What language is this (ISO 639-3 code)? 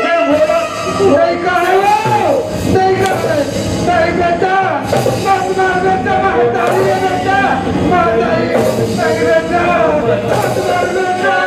hne